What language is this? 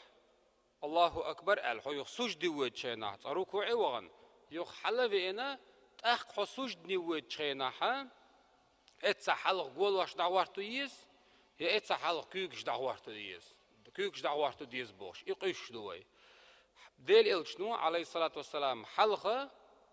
Chechen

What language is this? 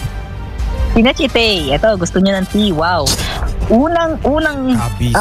Filipino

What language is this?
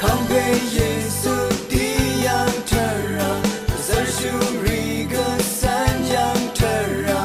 Rawang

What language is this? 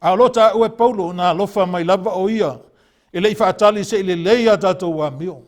Samoan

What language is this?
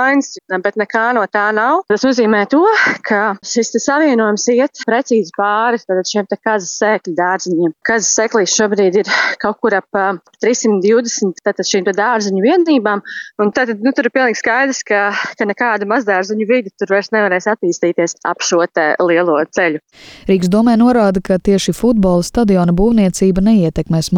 Latvian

